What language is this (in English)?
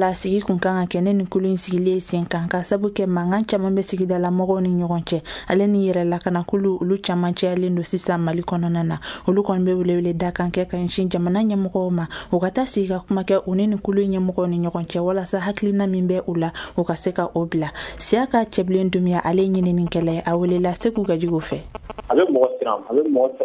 Bambara